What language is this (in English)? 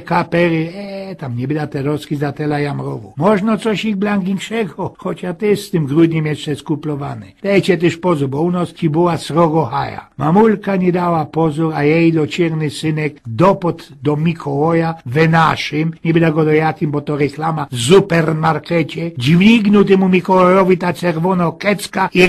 Silesian